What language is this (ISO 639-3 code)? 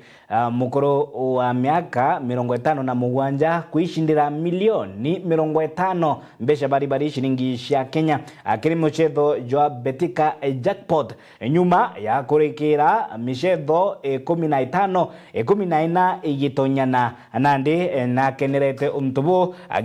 mer